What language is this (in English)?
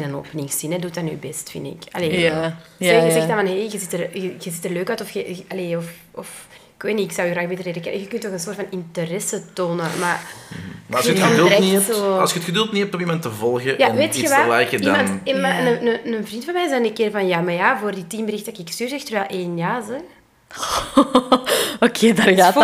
Dutch